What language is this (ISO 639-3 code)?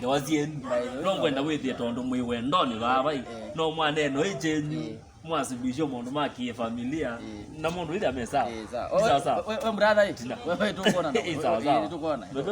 kam